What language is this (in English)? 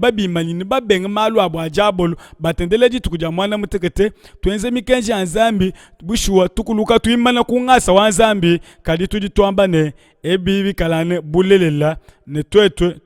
Luba-Lulua